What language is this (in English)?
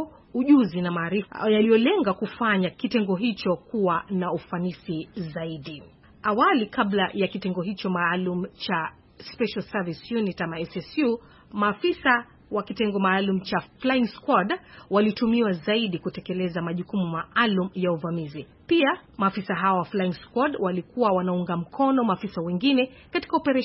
Swahili